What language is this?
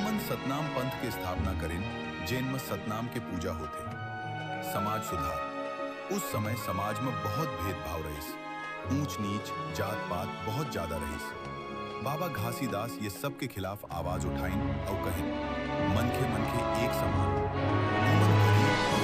Chhattisgarhi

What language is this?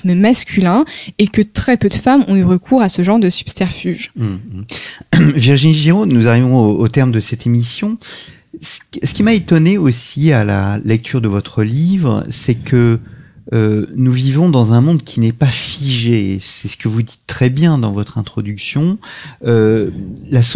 French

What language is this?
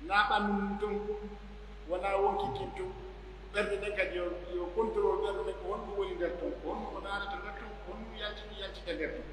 Pular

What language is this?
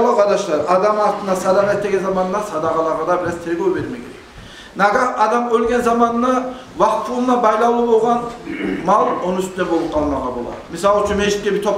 Kumyk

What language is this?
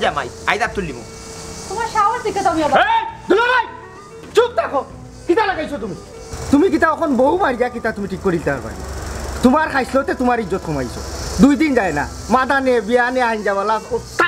Sylheti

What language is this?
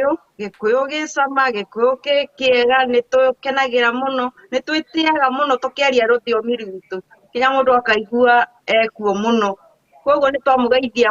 Kikuyu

